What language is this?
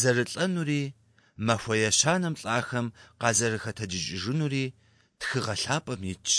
Kabardian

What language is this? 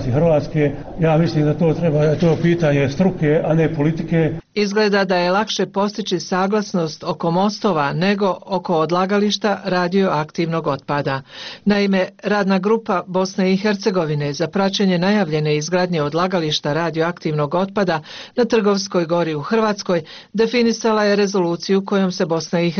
Bosnian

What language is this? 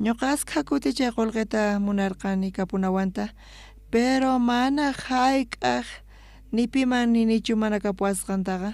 South Bolivian Quechua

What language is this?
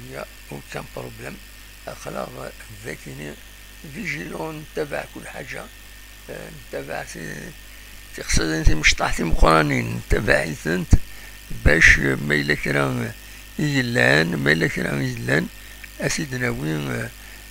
Kabyle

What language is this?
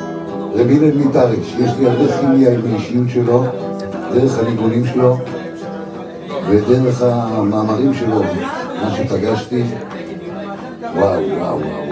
Hebrew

